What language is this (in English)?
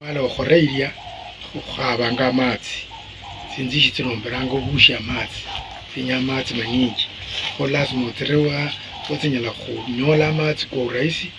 Luyia